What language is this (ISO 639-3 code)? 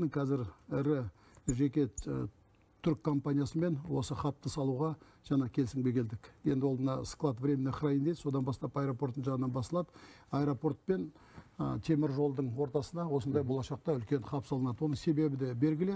kaz